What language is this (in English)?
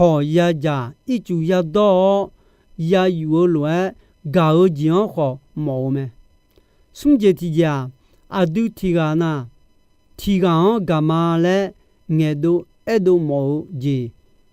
Akha